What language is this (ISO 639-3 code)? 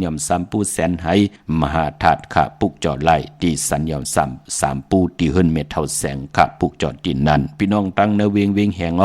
shn